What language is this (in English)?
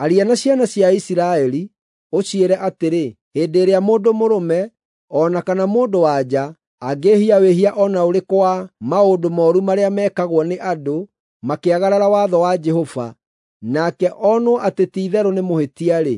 Kikuyu